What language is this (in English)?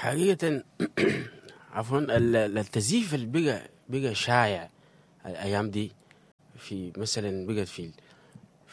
Sudanese Arabic